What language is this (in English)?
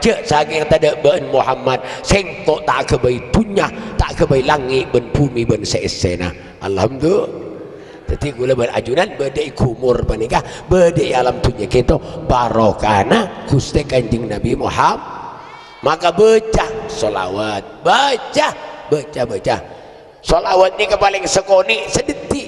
Madurese